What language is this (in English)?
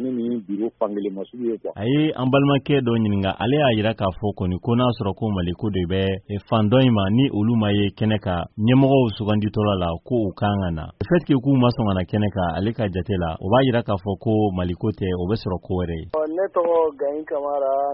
Bambara